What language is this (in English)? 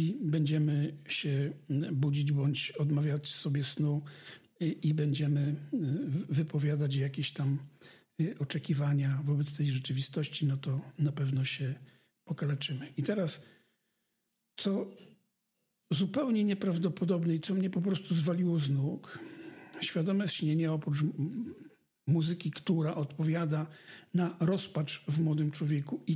Polish